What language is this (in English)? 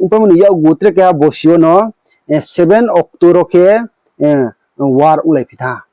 Riang (India)